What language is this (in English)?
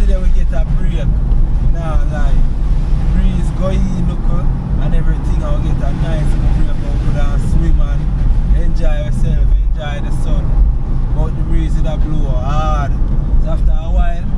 Jamaican Creole English